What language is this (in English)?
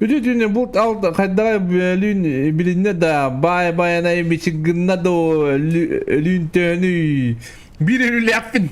Yakut